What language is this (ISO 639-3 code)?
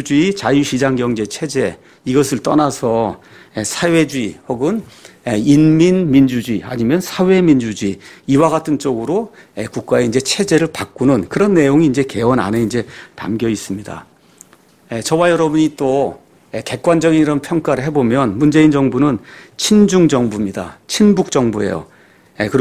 kor